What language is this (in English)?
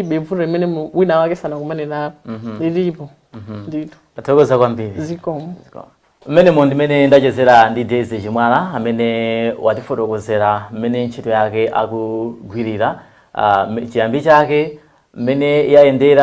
Nyanja